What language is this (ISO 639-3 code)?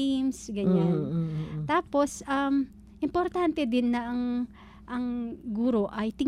fil